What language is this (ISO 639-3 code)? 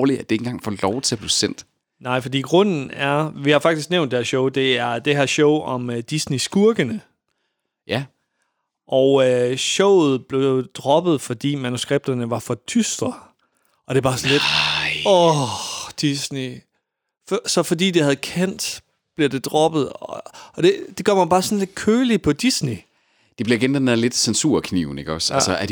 dan